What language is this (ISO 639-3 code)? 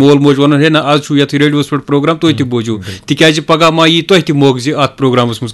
kas